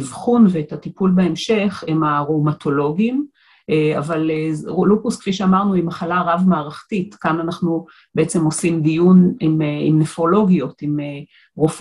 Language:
Hebrew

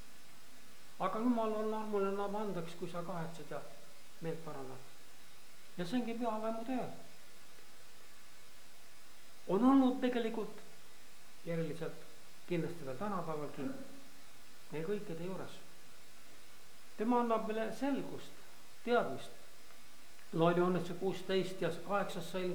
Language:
Estonian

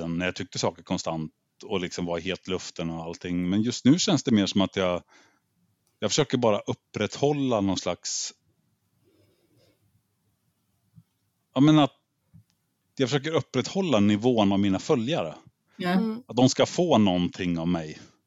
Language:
Swedish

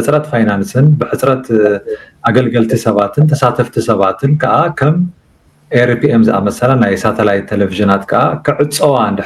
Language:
Tigrinya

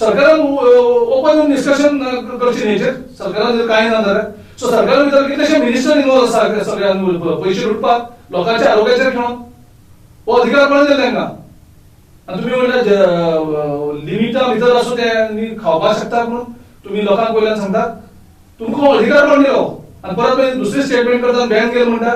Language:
Konkani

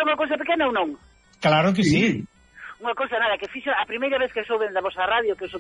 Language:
Galician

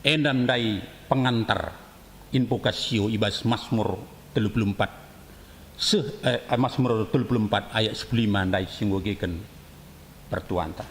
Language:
Batak Karo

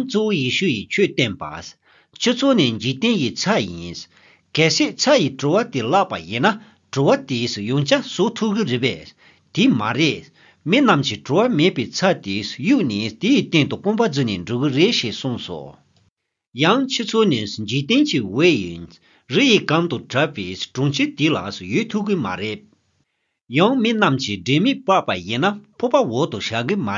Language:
Tibetan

